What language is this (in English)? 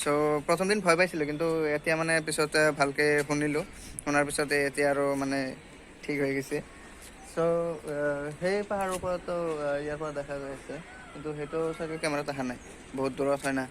Assamese